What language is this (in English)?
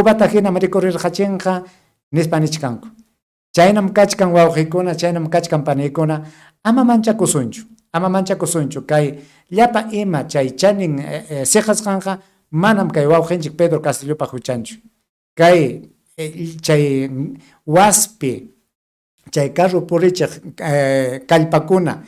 Ayacucho Quechua